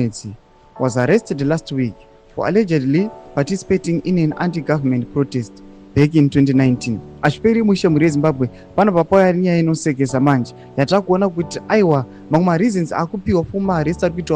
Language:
Shona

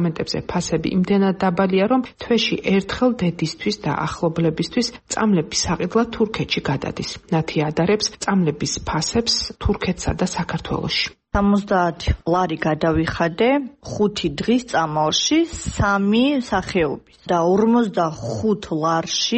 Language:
Georgian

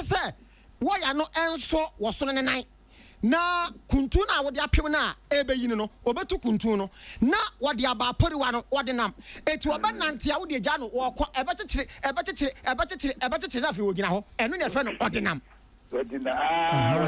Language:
Akan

